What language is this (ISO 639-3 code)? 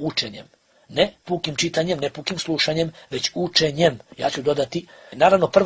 bos